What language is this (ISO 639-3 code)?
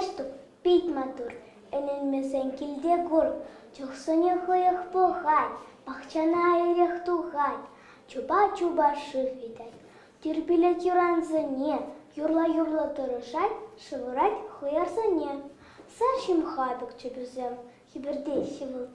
chv